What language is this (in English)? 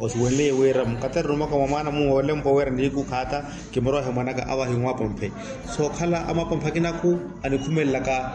Makhuwa